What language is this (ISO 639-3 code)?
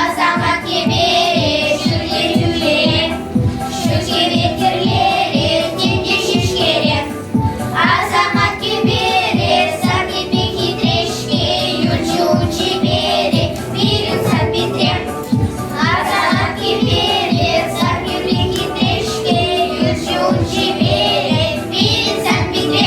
chv